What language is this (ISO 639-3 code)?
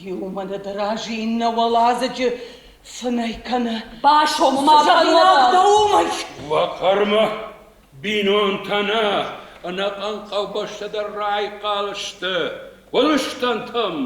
oss